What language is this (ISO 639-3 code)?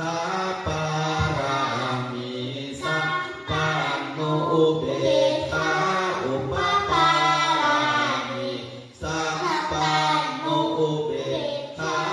pli